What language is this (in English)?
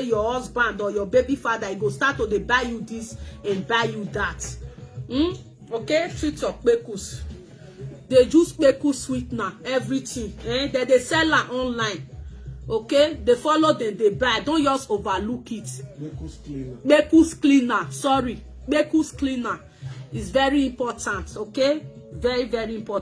Nigerian Pidgin